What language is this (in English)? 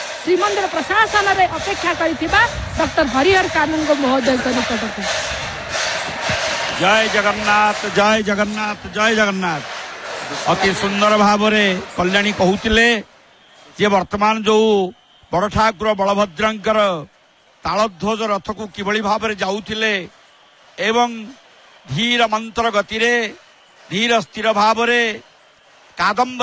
Odia